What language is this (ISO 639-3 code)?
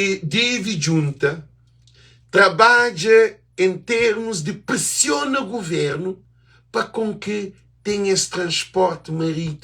kea